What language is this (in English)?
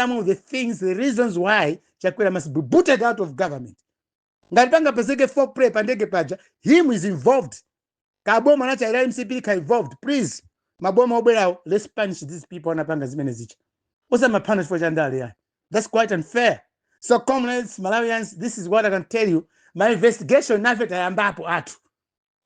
Nyanja